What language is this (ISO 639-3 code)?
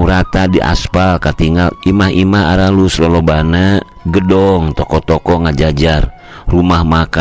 sun